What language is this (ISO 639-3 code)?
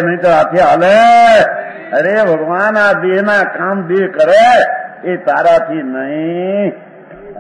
guj